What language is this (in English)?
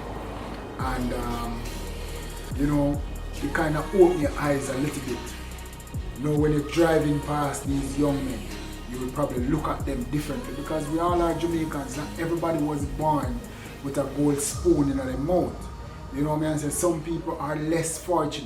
Jamaican Creole English